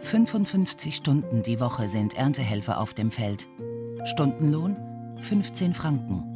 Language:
Swiss German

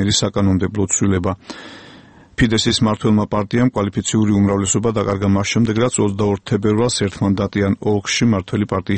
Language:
Georgian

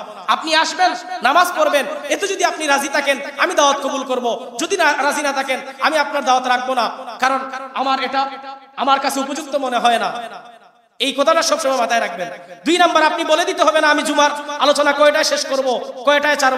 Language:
Bangla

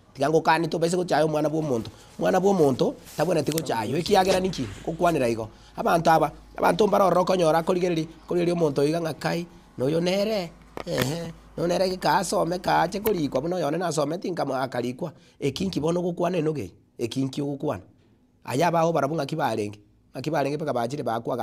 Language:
Gusii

